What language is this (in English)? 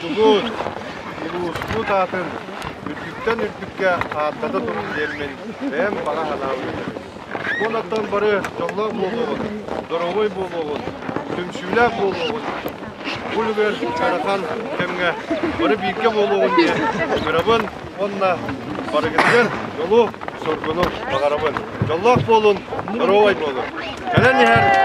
Yakut